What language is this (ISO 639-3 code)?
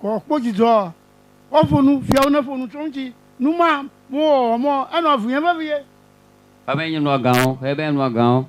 ewe